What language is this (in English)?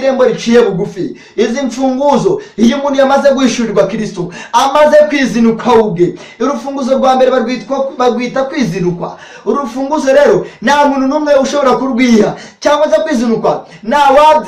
Kinyarwanda